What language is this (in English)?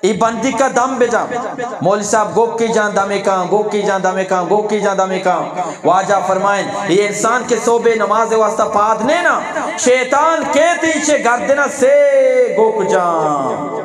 Eastern Balochi